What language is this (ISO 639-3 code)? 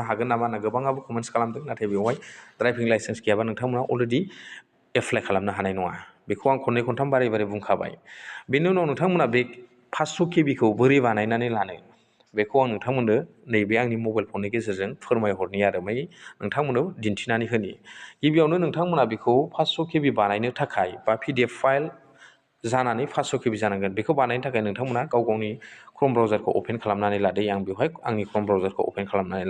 brx